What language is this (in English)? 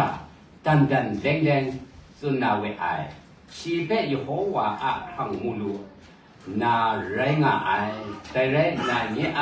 Kachin